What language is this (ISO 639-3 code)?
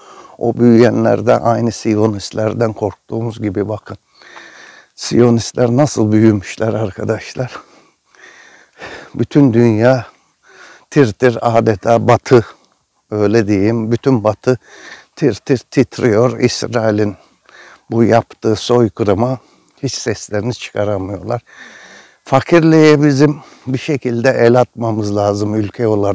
tur